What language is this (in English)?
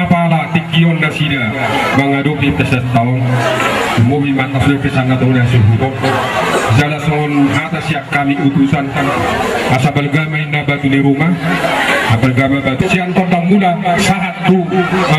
Batak Toba